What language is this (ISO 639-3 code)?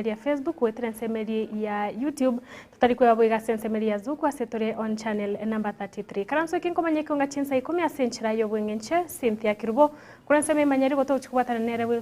guz